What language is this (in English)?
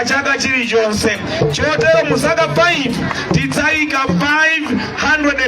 Nyanja